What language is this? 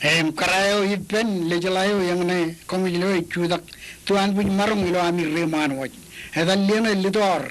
Marshallese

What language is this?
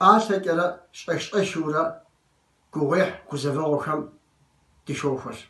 Kabardian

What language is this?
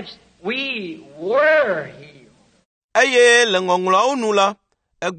Ewe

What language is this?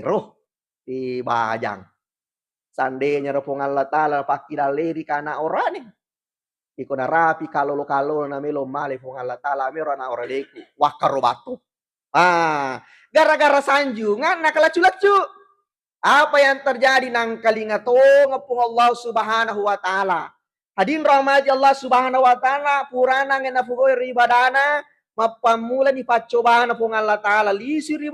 Buginese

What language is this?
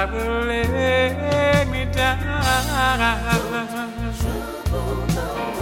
Estonian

